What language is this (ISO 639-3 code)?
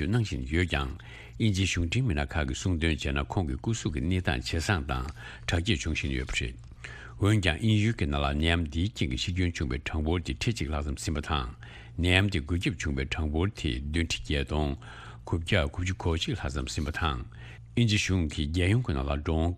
bod